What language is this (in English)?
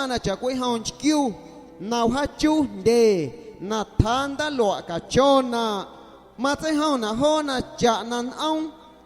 Guerrero Amuzgo